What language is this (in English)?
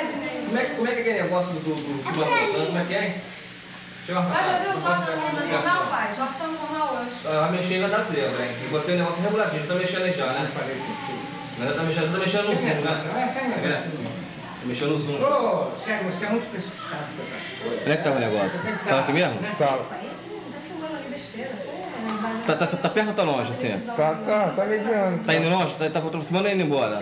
Portuguese